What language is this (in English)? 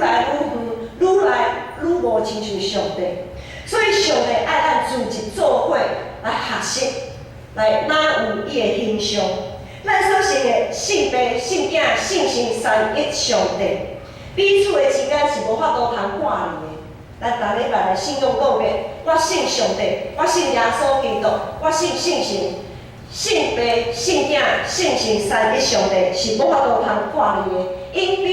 Min Nan Chinese